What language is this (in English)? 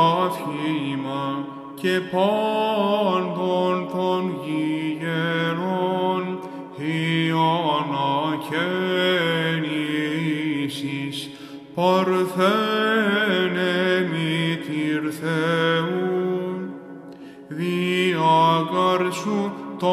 Greek